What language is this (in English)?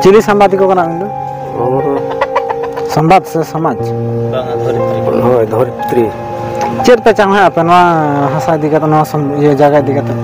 Santali